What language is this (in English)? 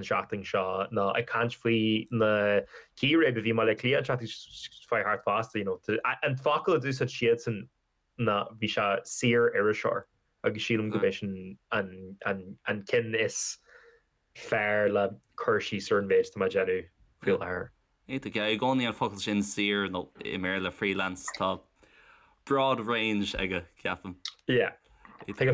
Irish